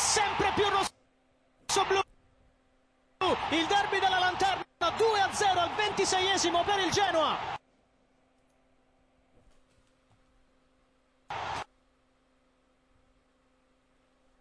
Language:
Italian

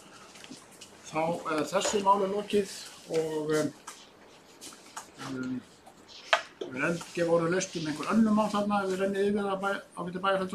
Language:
Icelandic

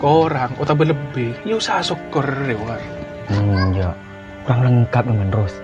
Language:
Madurese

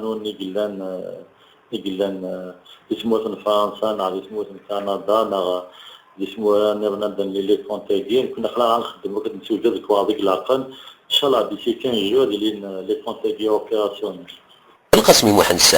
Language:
Kabyle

